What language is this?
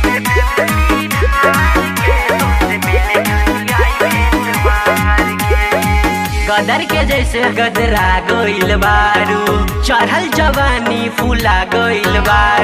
Bhojpuri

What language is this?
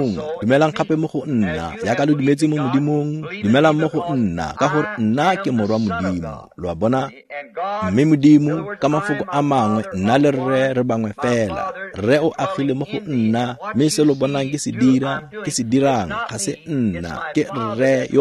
Tswana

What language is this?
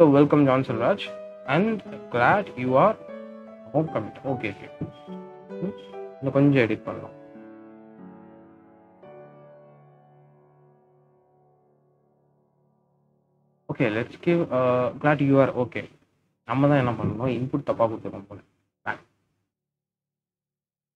Tamil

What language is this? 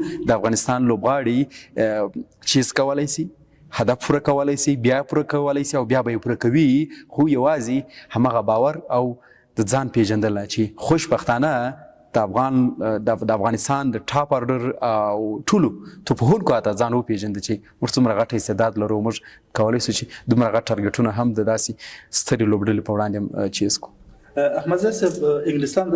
Pashto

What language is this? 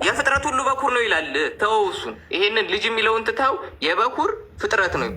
Amharic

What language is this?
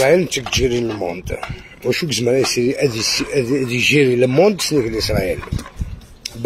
Algerian Arabic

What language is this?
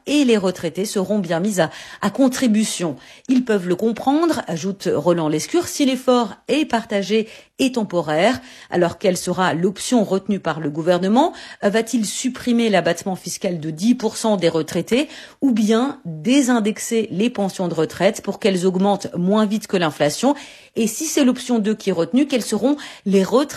French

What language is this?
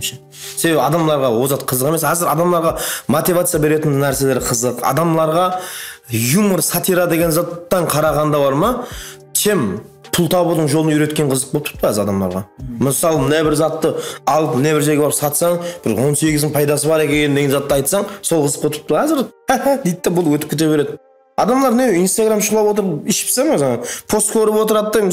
Kara-Kalpak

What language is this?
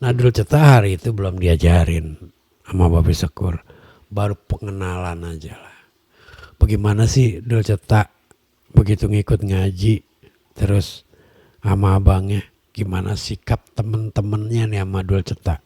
Betawi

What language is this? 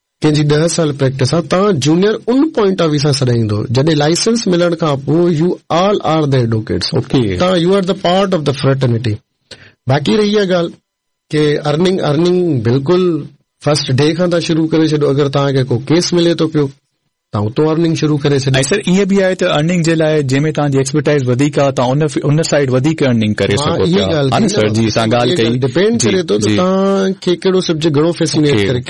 Sindhi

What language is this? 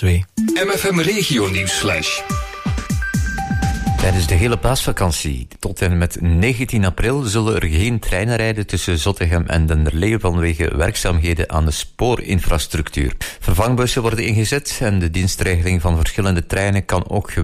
Dutch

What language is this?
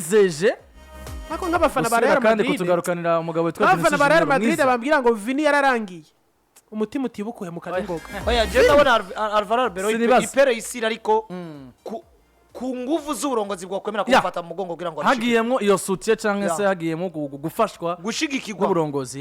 Rundi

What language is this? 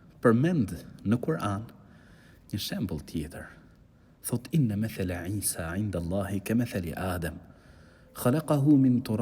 Albanian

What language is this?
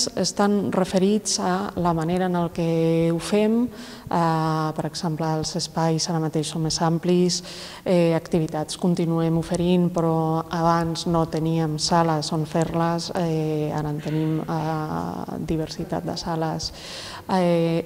Catalan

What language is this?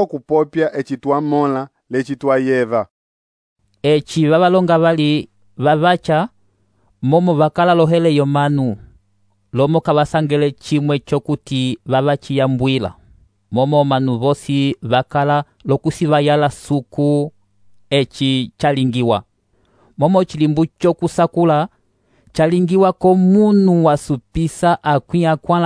Umbundu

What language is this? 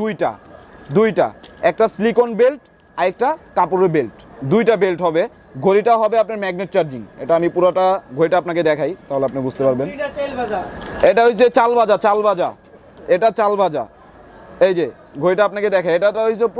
Bangla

